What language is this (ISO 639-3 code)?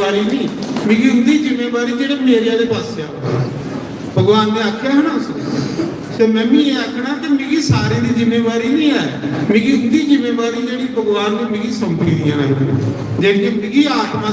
doi